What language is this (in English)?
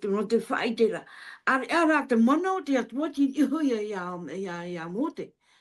Tahitian